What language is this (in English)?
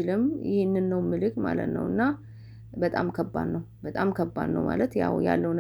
Amharic